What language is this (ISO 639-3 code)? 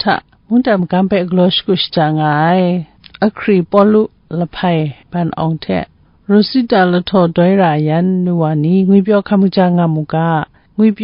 kac